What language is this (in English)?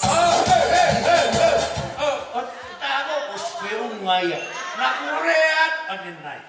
Tongan